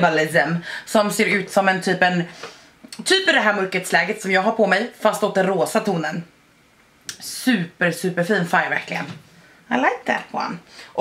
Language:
Swedish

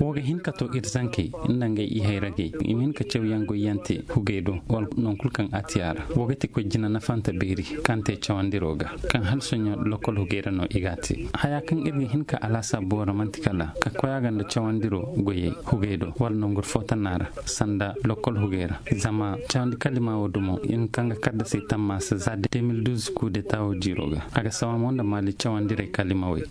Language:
Zarma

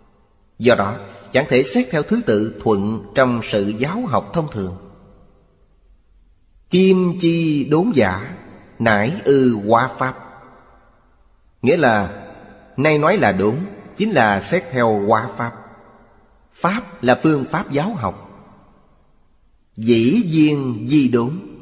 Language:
Vietnamese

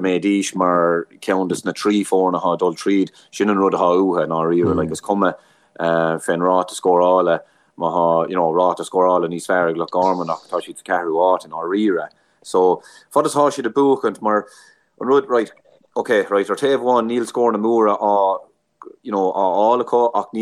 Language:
Irish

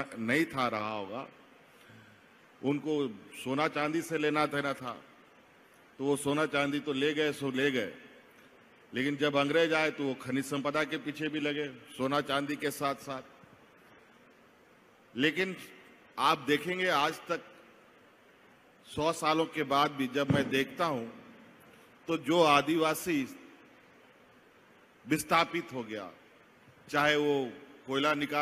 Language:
Hindi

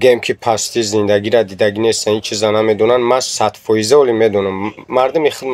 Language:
Tajik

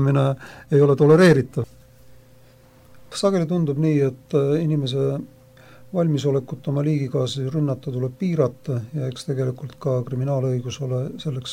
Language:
Estonian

